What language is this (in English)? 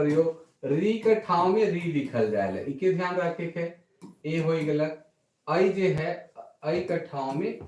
Sadri